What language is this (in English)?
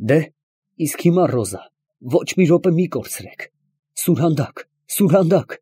Armenian